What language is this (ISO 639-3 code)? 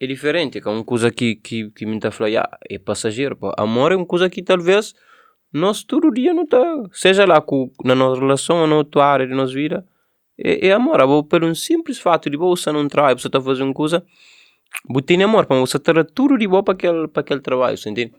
kea